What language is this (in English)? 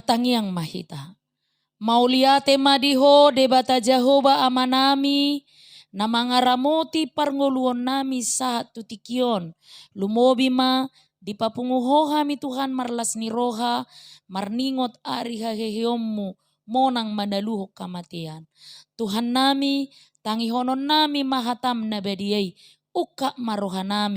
Batak Toba